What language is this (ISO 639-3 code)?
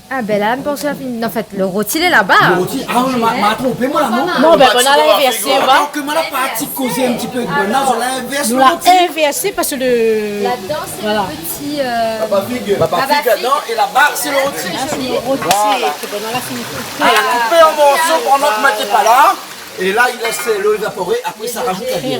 rcf